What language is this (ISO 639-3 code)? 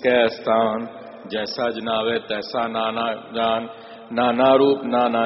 hin